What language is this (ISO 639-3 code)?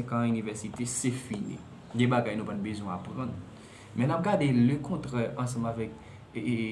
hat